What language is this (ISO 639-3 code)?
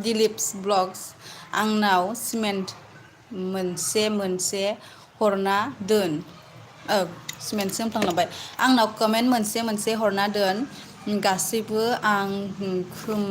brx